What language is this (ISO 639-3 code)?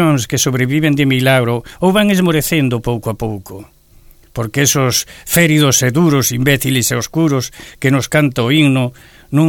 glg